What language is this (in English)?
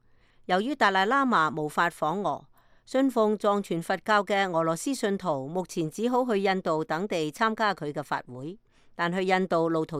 Cantonese